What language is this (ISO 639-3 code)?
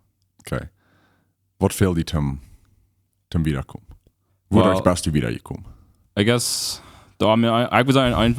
pdt